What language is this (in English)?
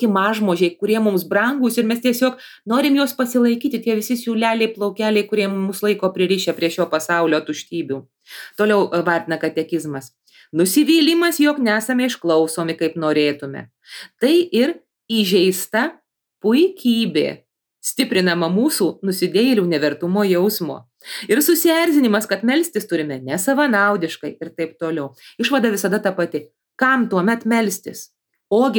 Lithuanian